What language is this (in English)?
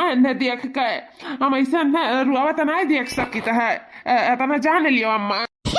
Awadhi